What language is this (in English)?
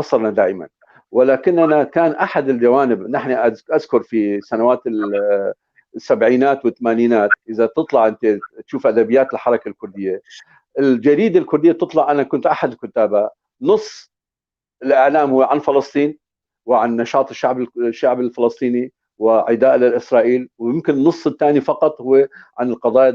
North Levantine Arabic